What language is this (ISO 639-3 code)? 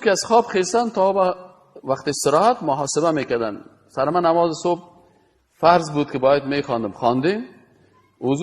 fas